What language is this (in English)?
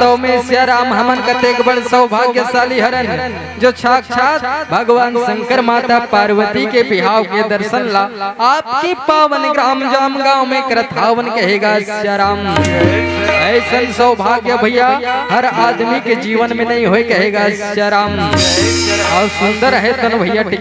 Chhattisgarhi